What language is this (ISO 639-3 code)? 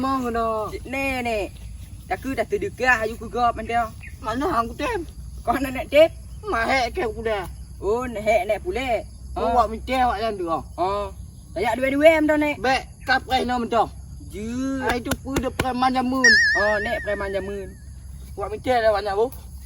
ace